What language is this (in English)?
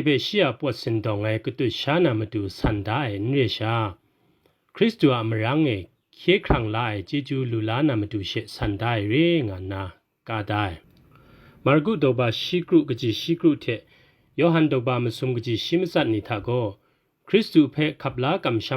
Kachin